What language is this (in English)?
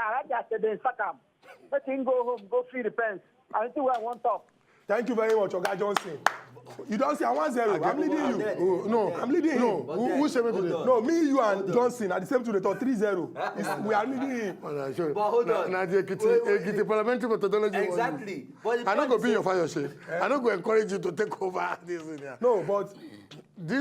Nigerian Pidgin